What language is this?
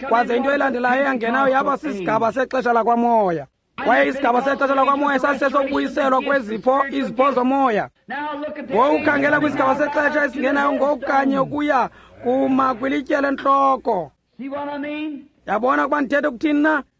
Xhosa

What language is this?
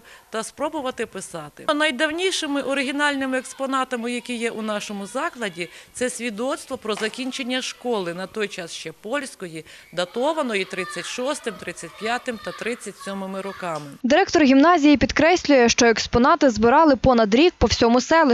Ukrainian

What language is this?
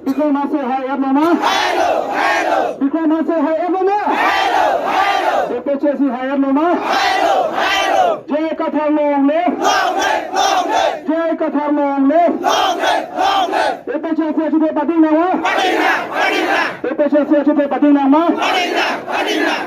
Karbi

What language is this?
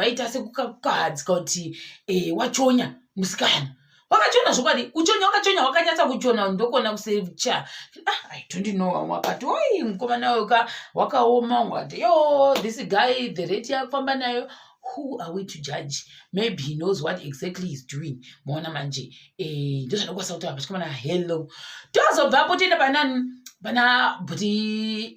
Shona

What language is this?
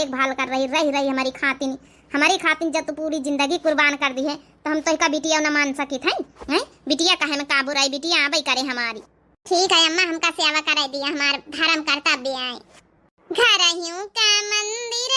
Awadhi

